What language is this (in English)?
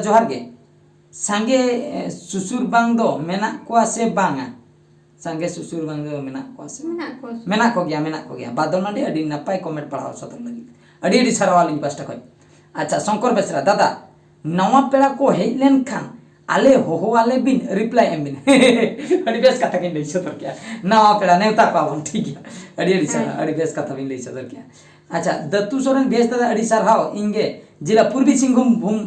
Santali